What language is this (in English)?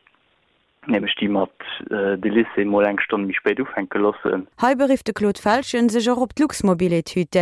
Luxembourgish